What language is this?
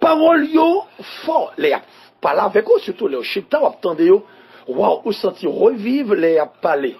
Haitian Creole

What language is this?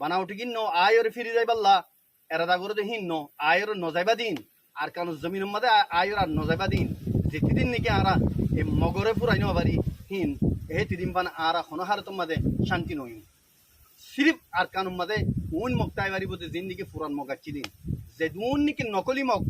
Rohingya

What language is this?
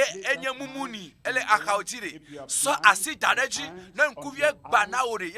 Ewe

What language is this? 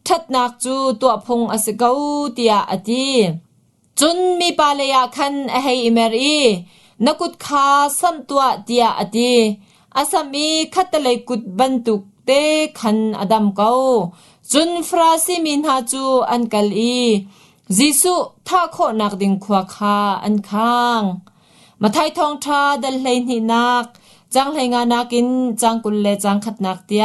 Hakha Chin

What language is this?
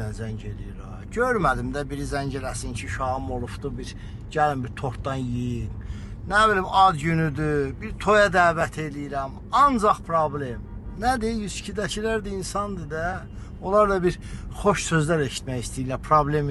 Azerbaijani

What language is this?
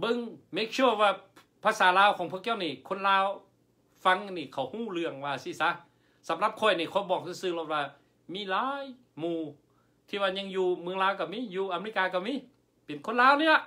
Lao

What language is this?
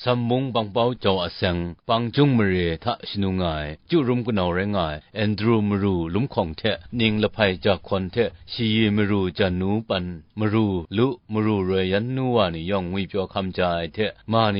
Kachin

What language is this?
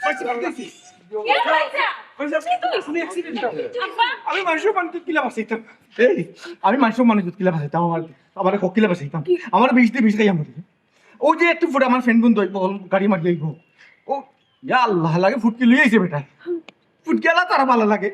Sylheti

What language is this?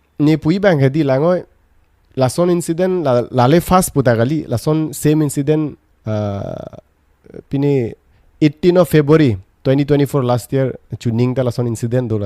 Karbi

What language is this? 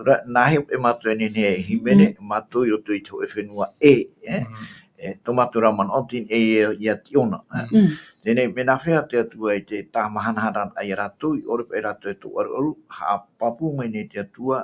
Tahitian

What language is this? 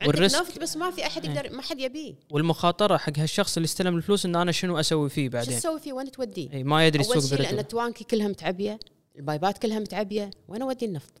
Gulf Arabic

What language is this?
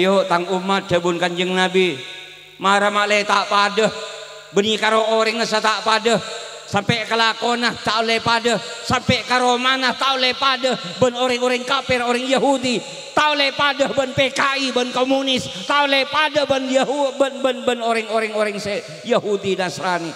Madurese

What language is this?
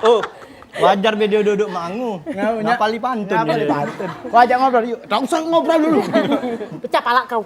Musi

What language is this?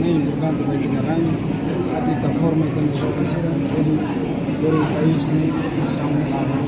Tetum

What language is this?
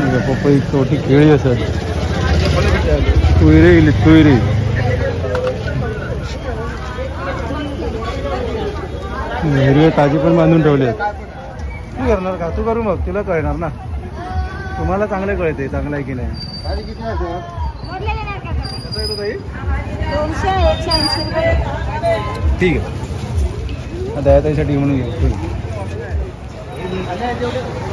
Marathi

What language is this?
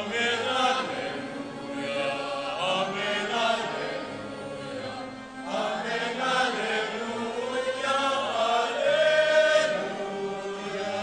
Pampanga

